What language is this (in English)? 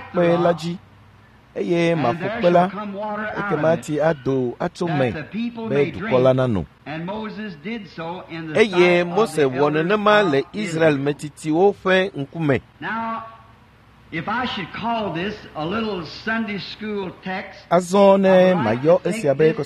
Ewe